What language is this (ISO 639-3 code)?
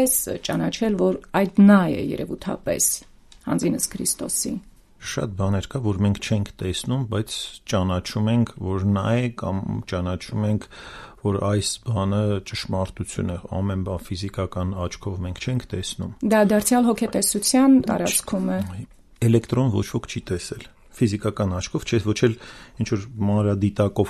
hye